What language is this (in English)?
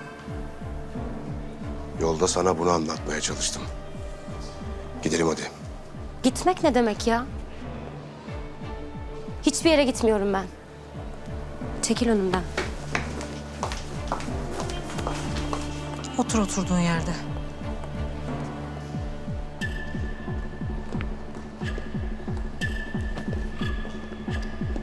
Turkish